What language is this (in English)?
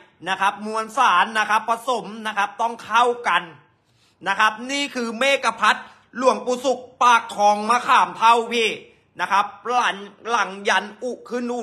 Thai